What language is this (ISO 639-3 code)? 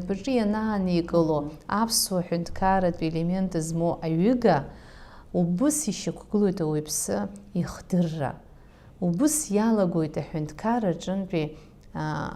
abk